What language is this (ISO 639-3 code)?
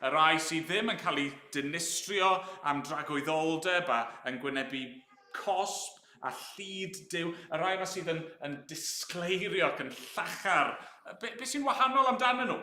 cym